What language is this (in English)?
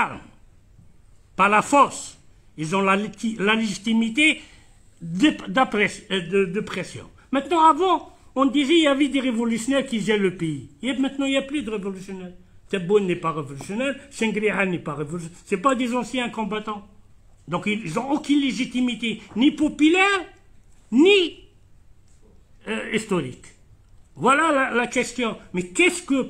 French